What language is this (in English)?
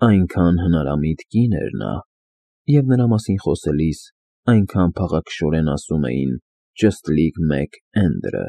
Armenian